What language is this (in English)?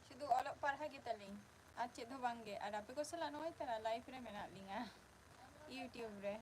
Santali